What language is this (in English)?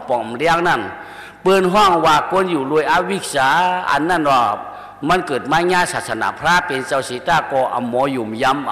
Shan